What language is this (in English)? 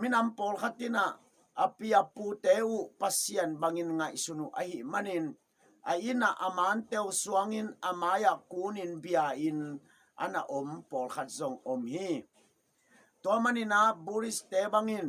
Tedim Chin